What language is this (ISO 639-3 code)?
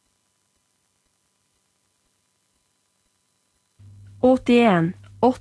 nor